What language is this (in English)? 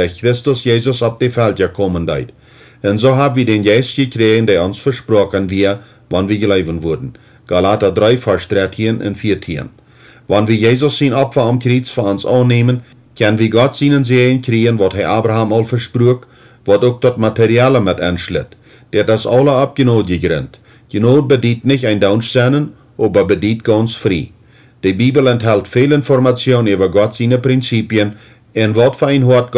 Plautdietsch